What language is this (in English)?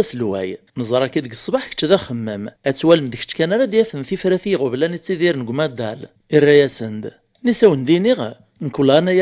Kabyle